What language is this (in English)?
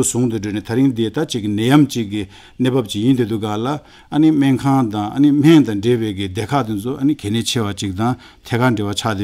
Tibetan